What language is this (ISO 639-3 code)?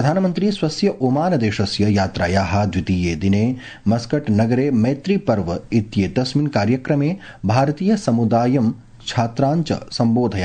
san